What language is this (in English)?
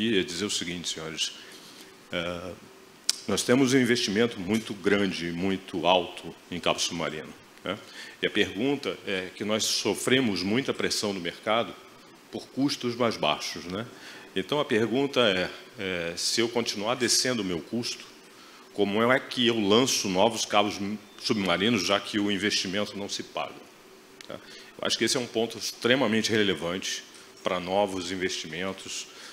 Portuguese